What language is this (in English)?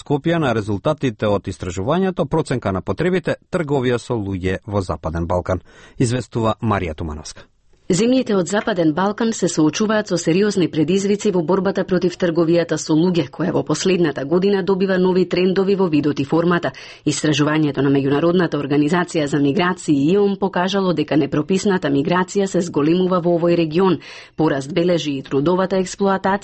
Macedonian